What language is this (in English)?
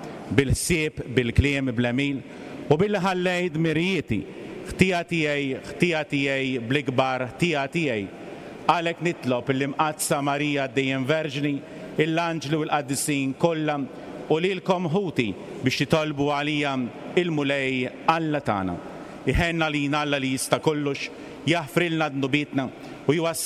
Maltese